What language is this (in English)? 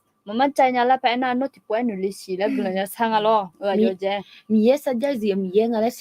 Akha